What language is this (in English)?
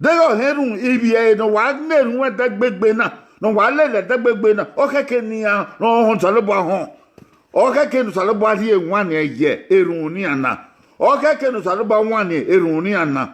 Bini